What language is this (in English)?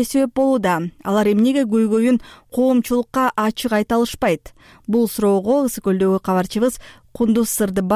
Kyrgyz